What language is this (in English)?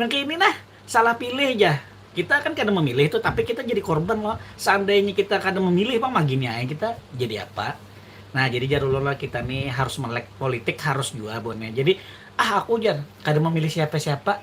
Banjar